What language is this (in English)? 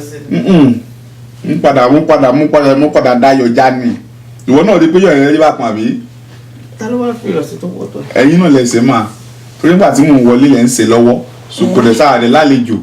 Yoruba